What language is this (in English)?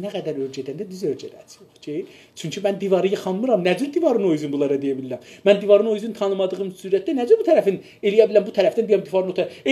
South Azerbaijani